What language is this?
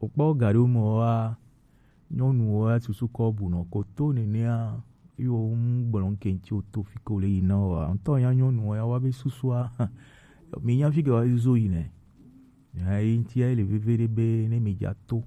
Gen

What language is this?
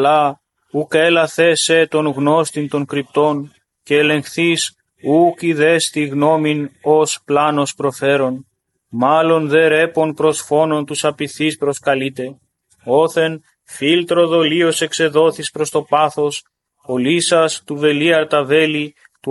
Greek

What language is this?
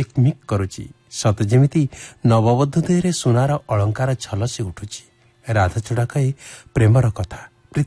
Odia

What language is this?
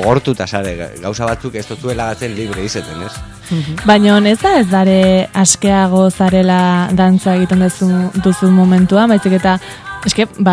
Basque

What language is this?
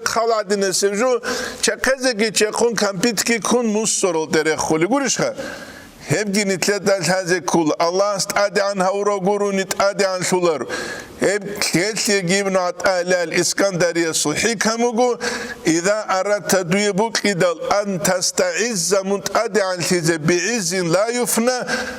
Avaric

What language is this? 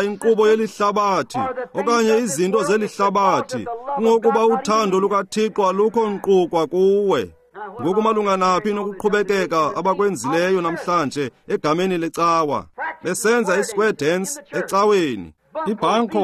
Xhosa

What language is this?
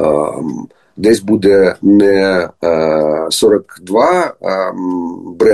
Ukrainian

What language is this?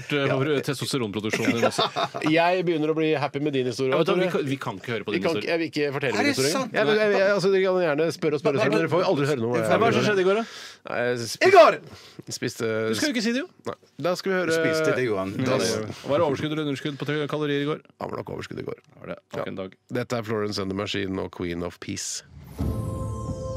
Norwegian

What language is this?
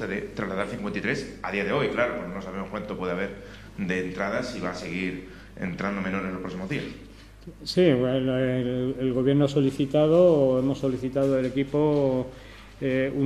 Spanish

